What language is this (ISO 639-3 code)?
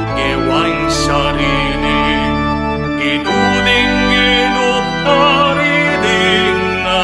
pam